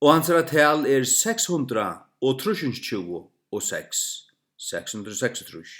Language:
Faroese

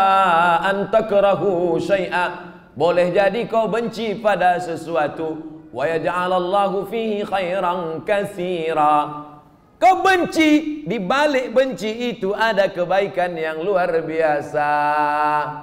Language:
Indonesian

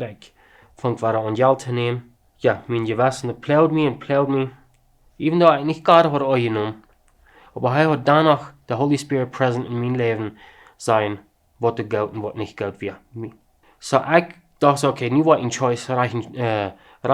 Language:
Plautdietsch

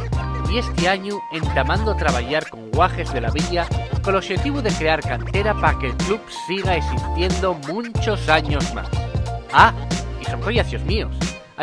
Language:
Asturian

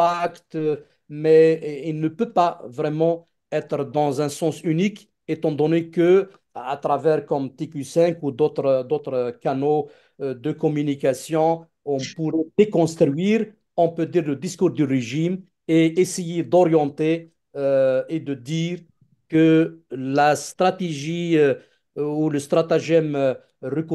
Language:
Kabyle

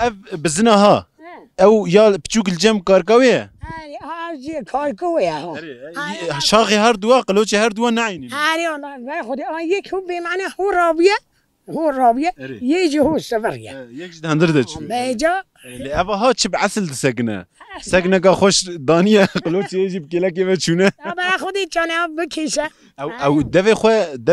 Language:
Kurdish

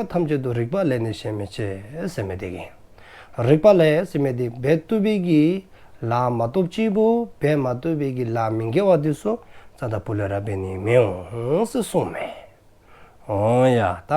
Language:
Dzongkha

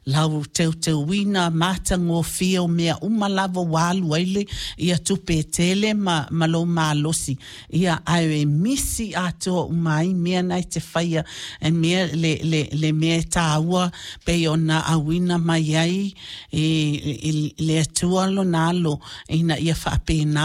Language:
Samoan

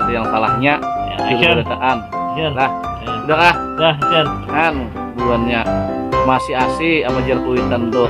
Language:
Banjar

